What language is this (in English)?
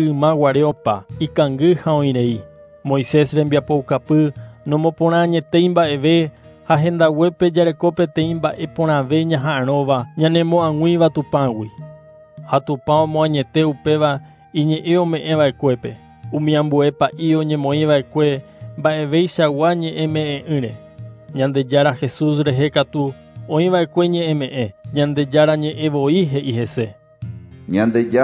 Guarani